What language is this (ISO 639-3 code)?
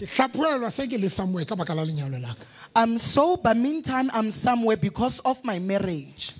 sot